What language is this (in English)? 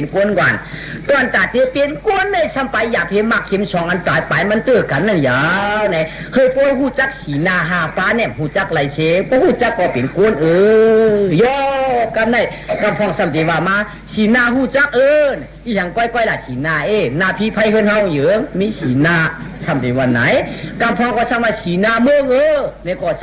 Shan